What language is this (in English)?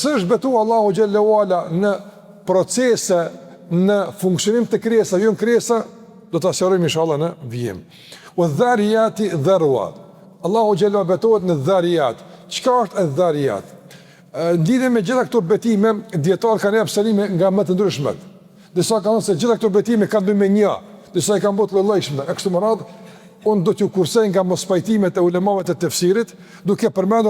Albanian